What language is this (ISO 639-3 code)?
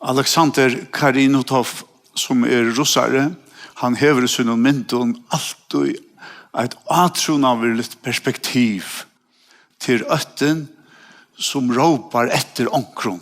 fao